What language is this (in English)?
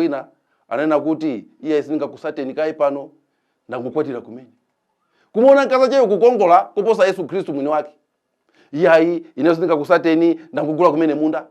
Nyanja